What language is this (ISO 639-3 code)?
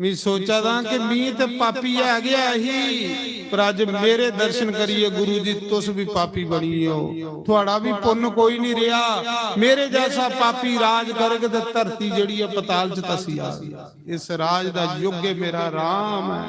doi